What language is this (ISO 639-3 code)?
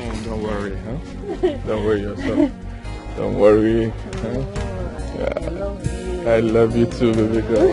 pcm